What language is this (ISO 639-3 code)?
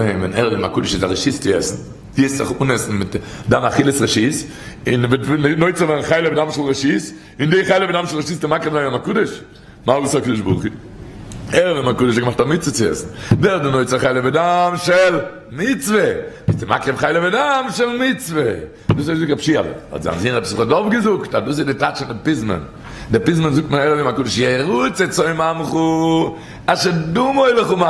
yid